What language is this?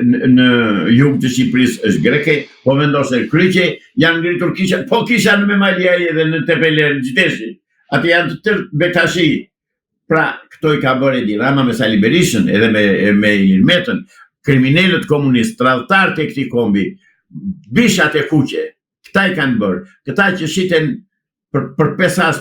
Albanian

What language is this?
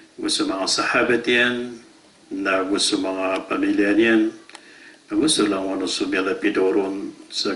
Maranao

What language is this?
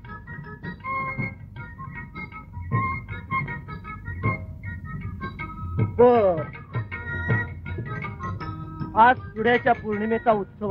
Marathi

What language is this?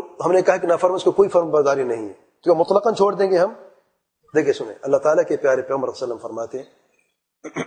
Urdu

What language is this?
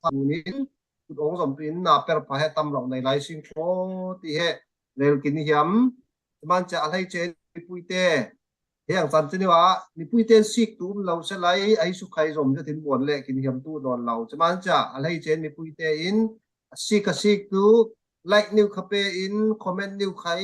Falam Chin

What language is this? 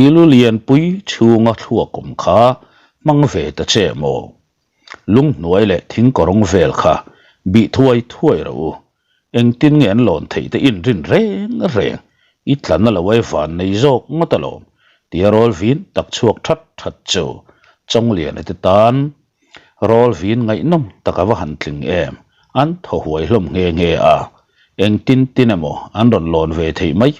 Mizo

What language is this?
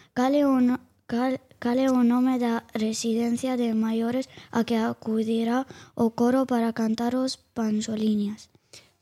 Galician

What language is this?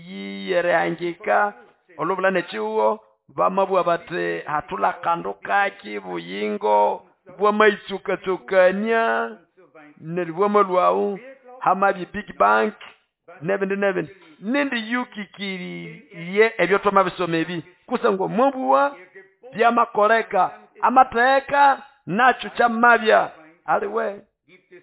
Nande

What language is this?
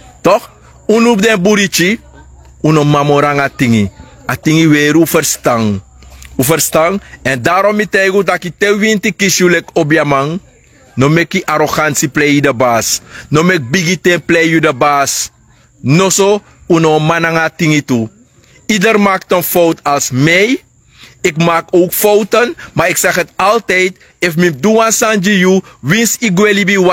Sranan Tongo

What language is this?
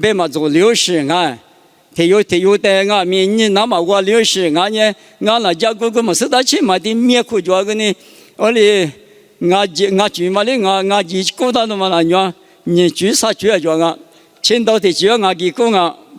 Lisu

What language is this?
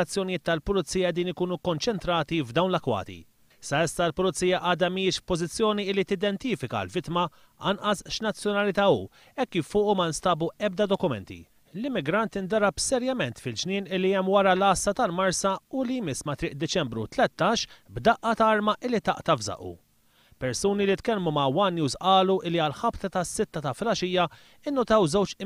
Maltese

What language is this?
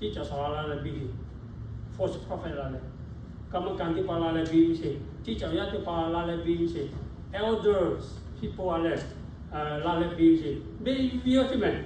Lahu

